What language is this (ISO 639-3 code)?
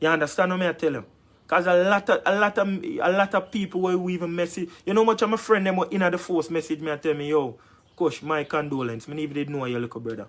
jam